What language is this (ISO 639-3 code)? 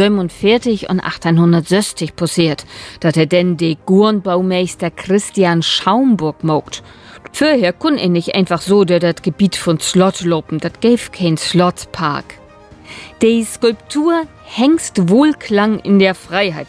nds